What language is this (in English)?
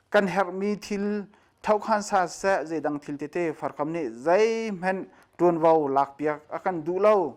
Hakha Chin